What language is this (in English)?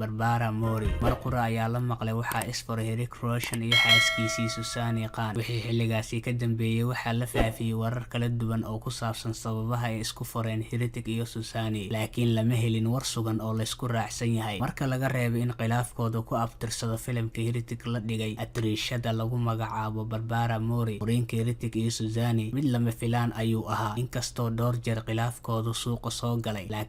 Somali